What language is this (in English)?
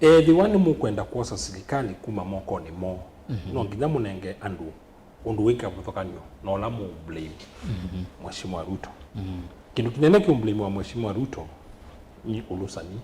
Kamba